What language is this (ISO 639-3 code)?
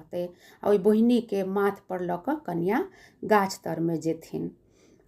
mai